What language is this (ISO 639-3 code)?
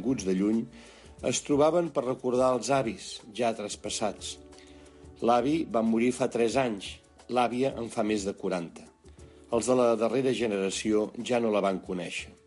cat